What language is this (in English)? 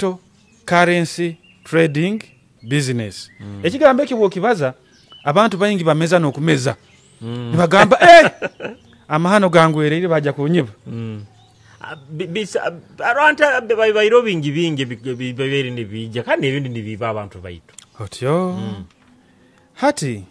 Nyoro